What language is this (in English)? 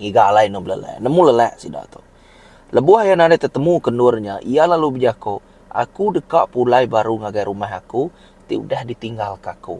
Iban